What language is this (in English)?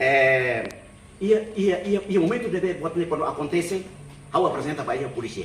Tetum